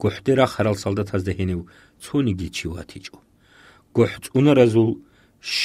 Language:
Avaric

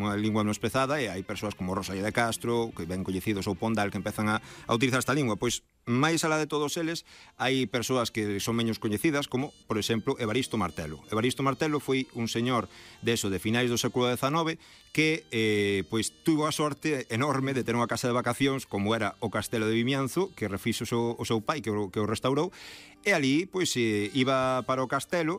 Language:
Galician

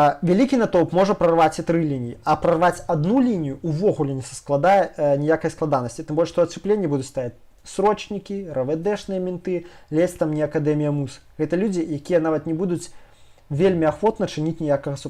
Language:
Belarusian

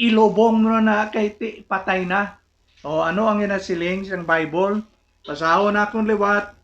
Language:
Hiligaynon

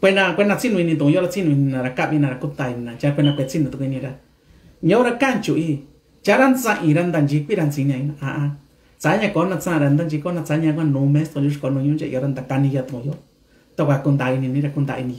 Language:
Mixtepec Mixtec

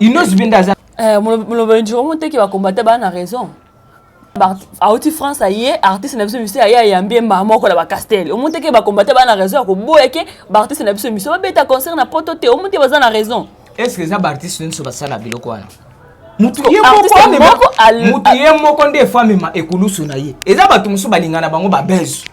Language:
Lingala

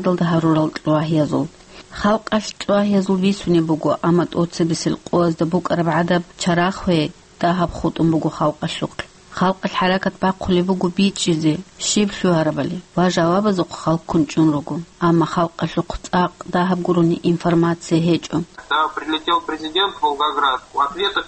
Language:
Avaric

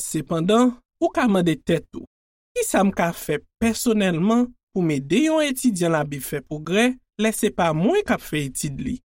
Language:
Haitian Creole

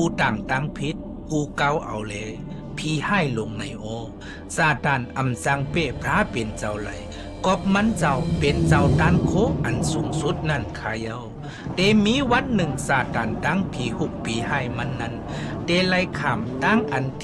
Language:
Shan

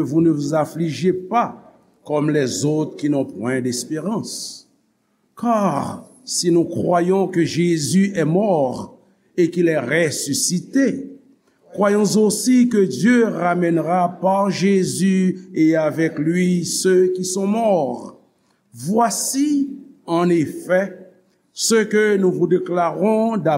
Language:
Haitian Creole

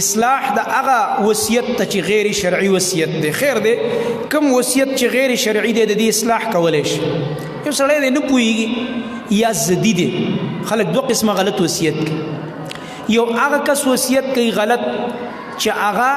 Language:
Pashto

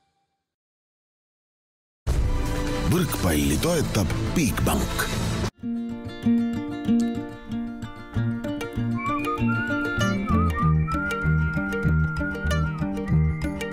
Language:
Estonian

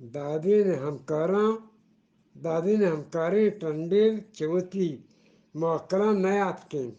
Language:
Eastern Balochi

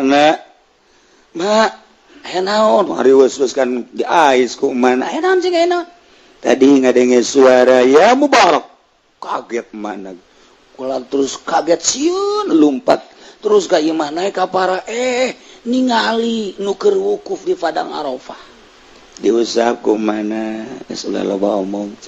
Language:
Sundanese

